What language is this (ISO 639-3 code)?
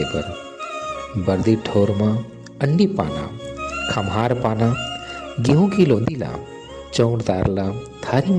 hne